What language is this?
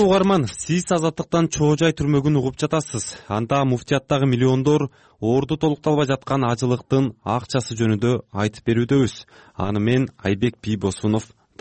Kyrgyz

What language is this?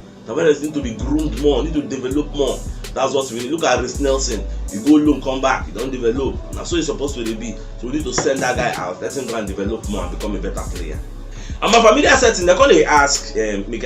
Nigerian Pidgin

